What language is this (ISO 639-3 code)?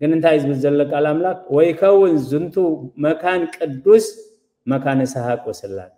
tir